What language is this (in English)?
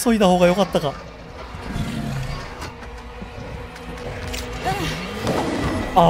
Japanese